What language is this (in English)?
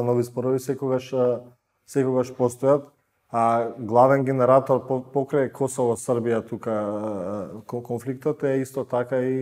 Macedonian